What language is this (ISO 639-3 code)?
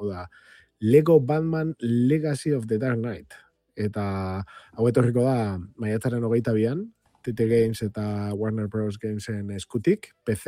eus